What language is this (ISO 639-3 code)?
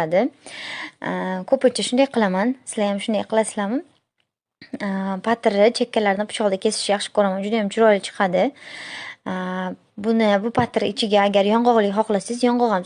uzb